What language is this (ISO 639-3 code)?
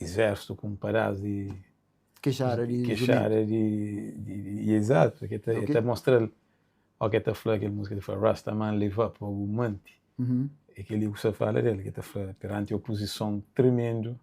kea